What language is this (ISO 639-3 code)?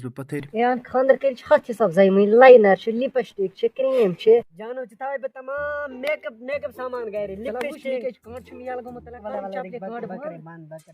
kas